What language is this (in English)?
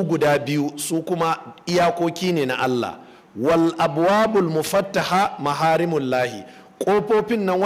Hausa